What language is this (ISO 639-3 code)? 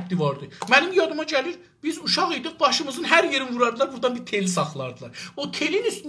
azb